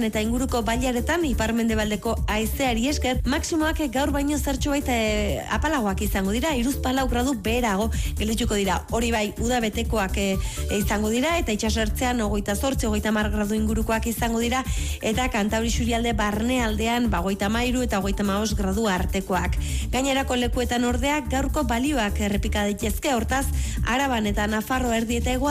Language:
Basque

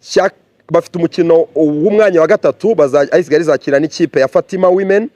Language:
Kinyarwanda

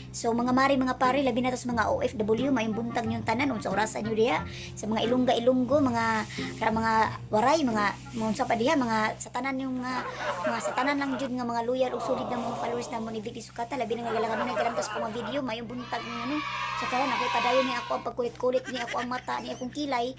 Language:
Cebuano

